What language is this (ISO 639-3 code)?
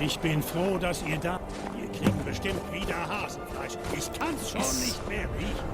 gsw